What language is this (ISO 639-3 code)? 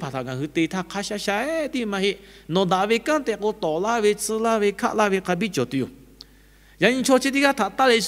lhu